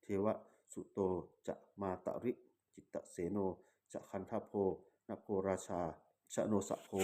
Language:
Pali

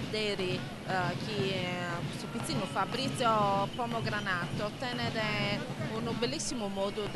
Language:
Sardinian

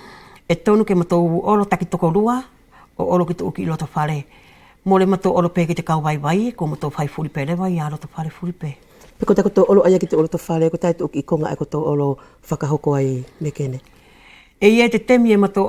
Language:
Wallisian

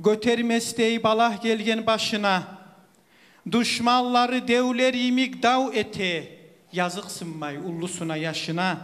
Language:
Kumyk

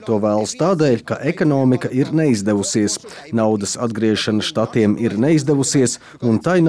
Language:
Latvian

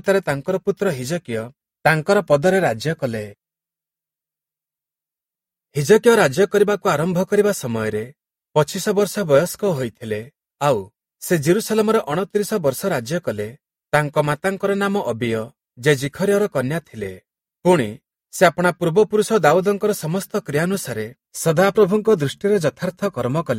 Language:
Odia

